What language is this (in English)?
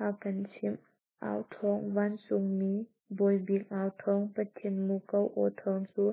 Hakha Chin